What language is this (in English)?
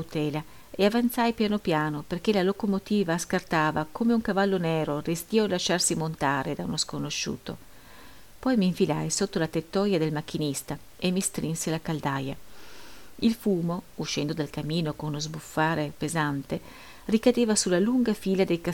Italian